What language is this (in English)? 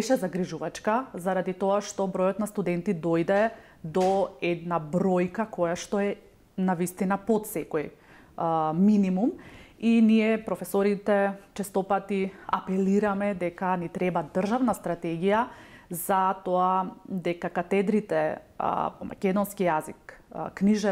Macedonian